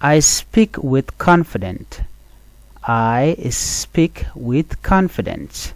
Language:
Nuer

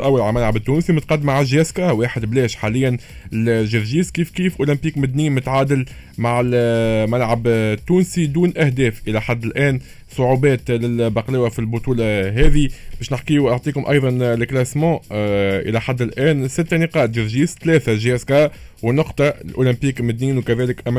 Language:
Tunisian Arabic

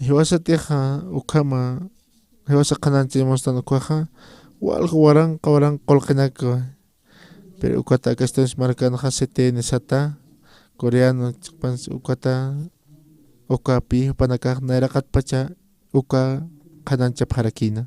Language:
Aymara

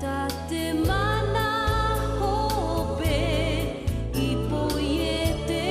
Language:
Tahitian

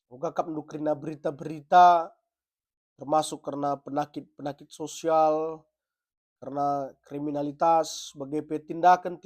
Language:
Batak Karo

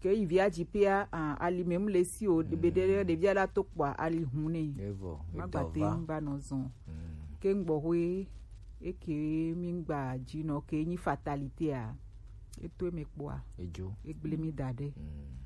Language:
Gen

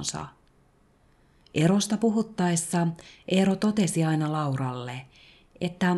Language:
Finnish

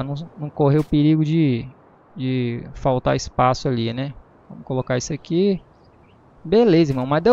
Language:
Portuguese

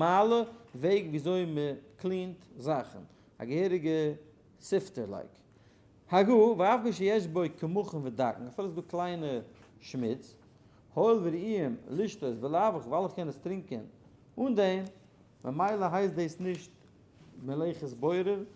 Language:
Yiddish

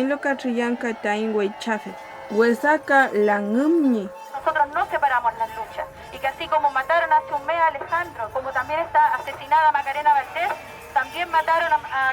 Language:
Mapuche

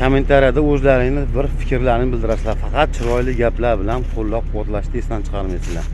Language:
Uzbek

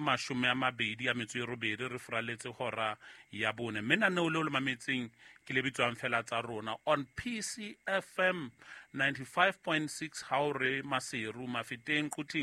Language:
Southern Sotho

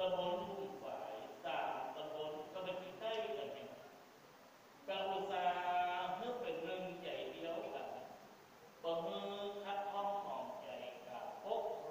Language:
Thai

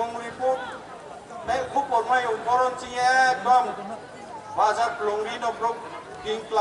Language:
Riang (India)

